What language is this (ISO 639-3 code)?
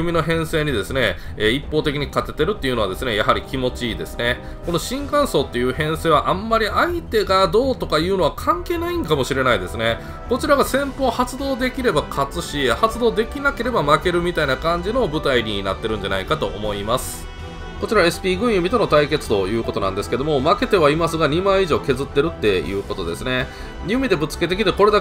jpn